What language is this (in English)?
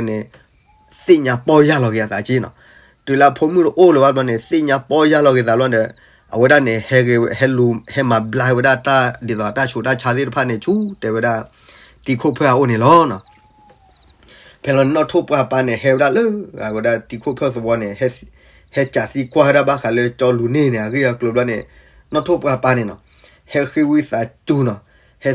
S'gaw Karen